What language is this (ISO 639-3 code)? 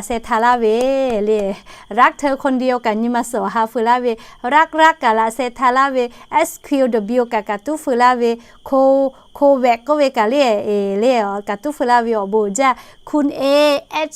lhu